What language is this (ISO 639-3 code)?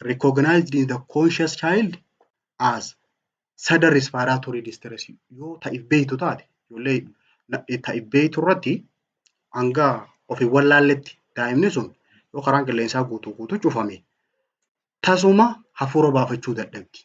orm